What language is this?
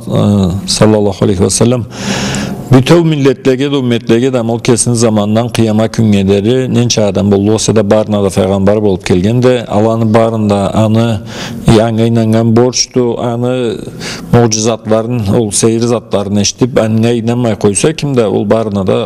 Karachay-Balkar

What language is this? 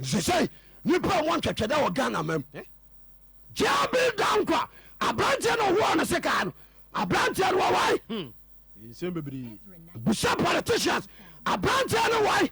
Akan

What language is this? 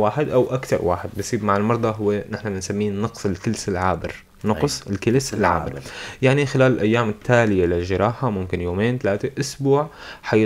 North Levantine Arabic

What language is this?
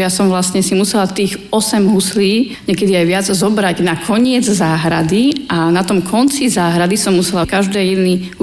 Slovak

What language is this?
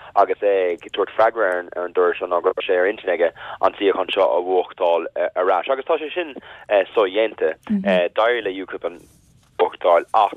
Irish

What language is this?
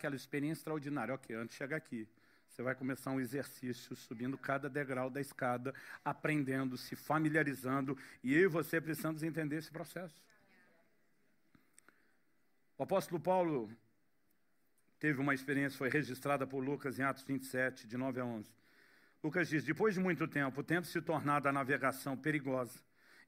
Portuguese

